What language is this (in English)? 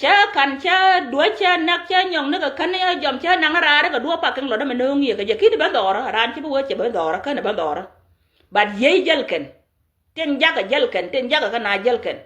Nuer